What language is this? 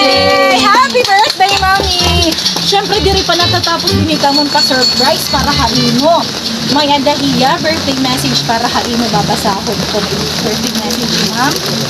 Waray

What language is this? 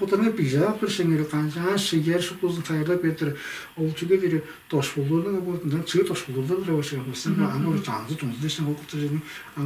Tuvinian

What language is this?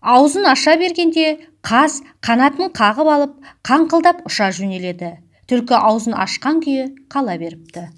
Kazakh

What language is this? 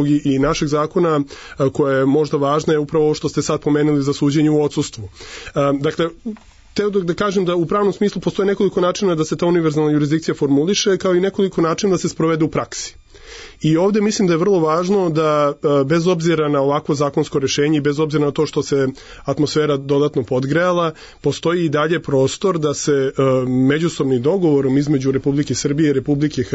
Serbian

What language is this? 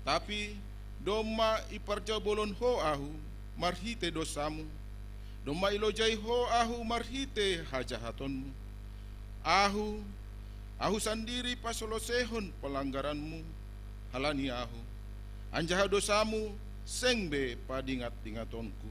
Batak Simalungun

